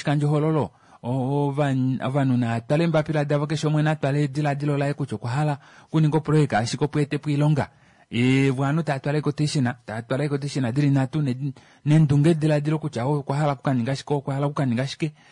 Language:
Kuanyama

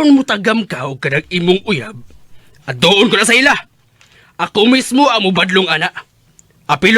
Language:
Cebuano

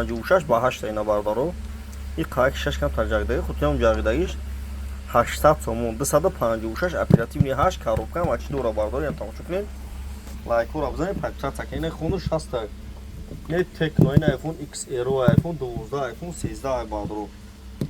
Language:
Tajik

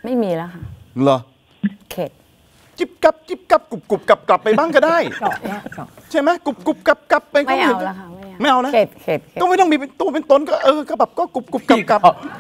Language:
Thai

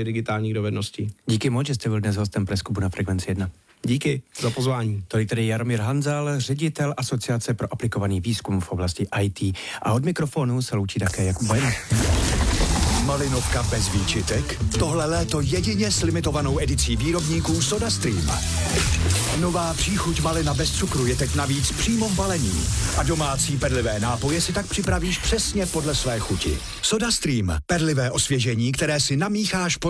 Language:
Czech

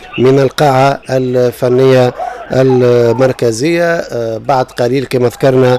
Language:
Tunisian Arabic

